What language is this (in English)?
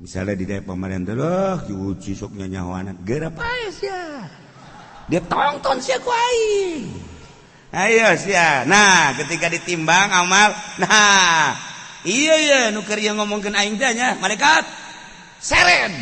Sundanese